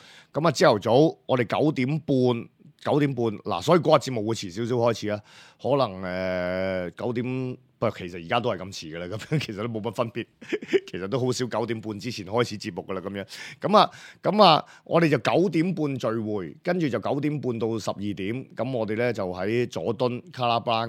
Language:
Cantonese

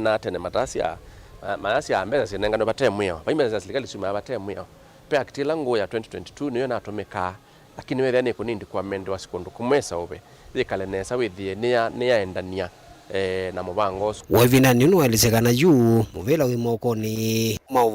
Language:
Kamba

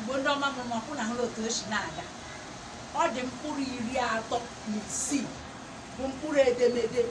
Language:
Igbo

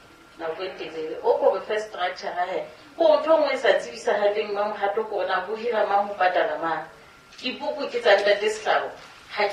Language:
Southern Sotho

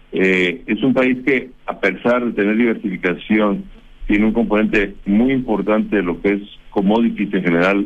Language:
Spanish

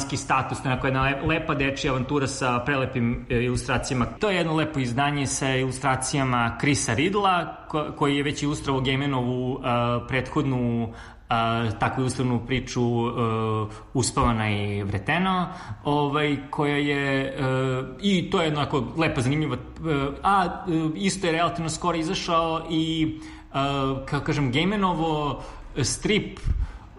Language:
Serbian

